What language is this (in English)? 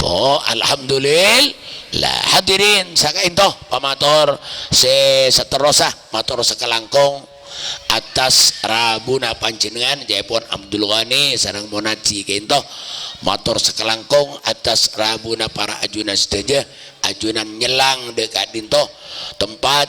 Madurese